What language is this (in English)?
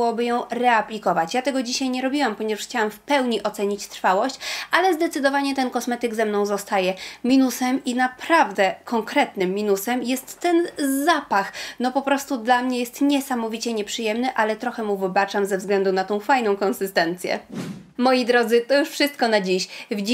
Polish